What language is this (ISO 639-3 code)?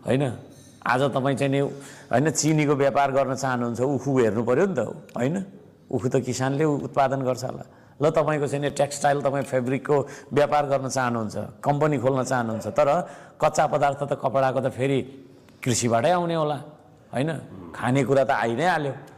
nep